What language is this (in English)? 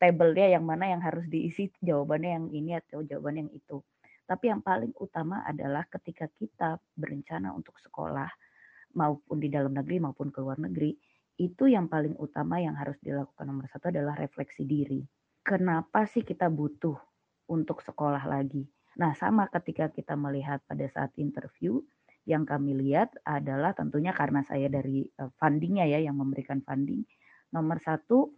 Indonesian